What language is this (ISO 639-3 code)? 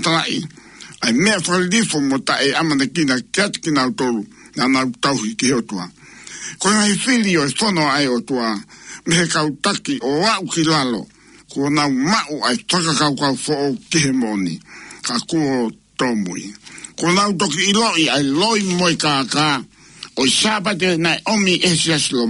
ton